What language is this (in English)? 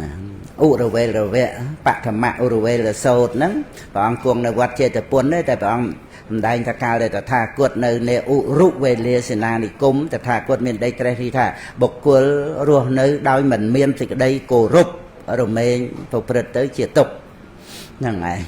Khmer